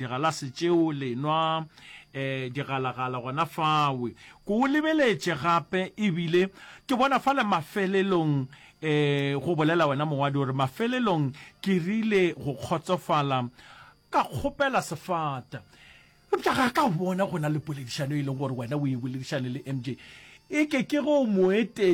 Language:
Northern Sotho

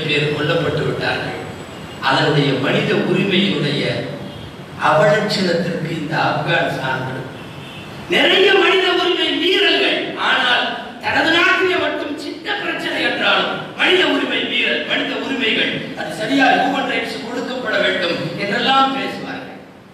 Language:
Tamil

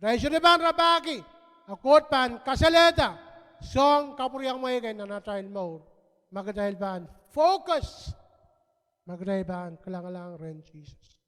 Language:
Pohnpeian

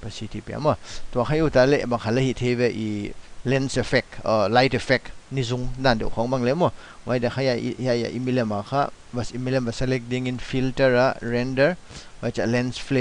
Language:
Paite Chin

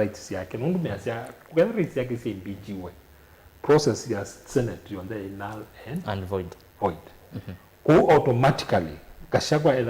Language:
Kamba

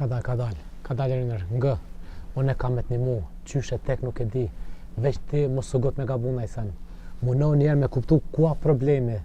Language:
Albanian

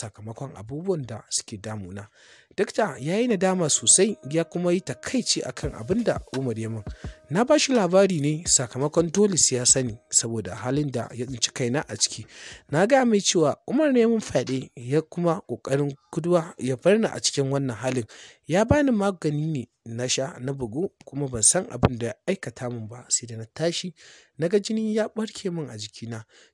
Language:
Hausa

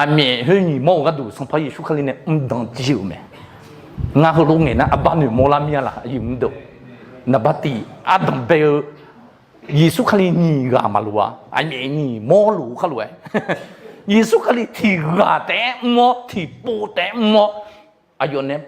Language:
Akha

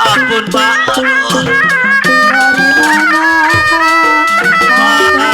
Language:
Betawi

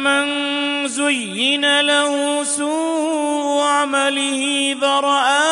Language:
Western Panjabi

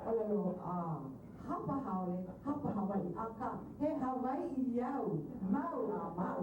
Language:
Hawaiian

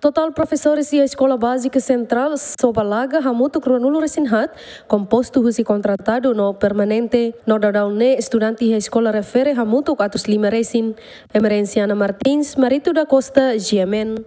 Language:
Tetum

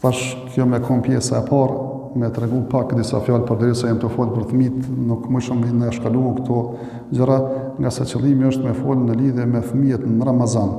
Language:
Albanian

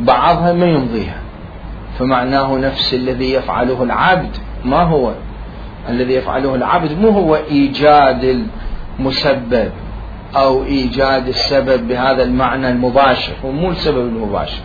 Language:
Mesopotamian Arabic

